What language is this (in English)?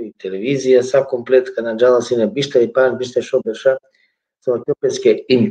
Balkan Romani